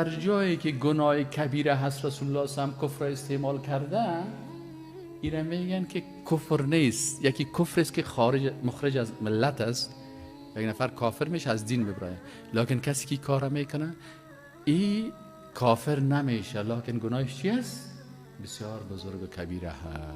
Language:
Persian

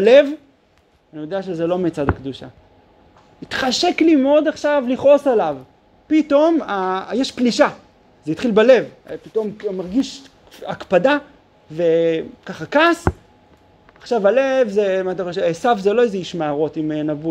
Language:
Hebrew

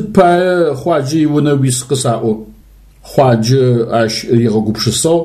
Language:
Adyghe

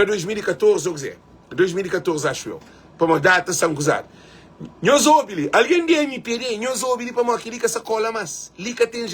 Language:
Kabuverdianu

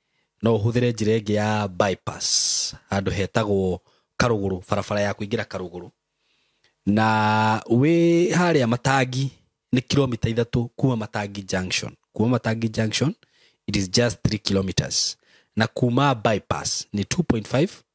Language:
Kikuyu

